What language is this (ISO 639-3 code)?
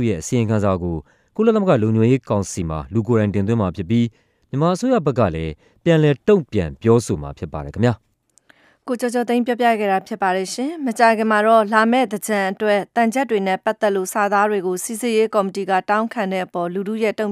mya